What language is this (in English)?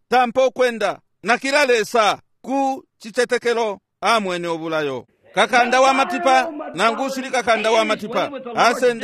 Bemba